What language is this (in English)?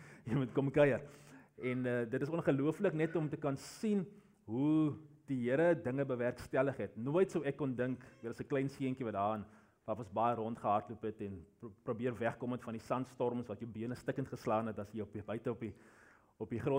Afrikaans